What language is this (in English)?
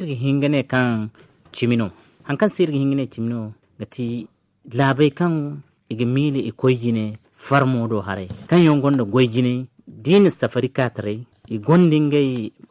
Zarma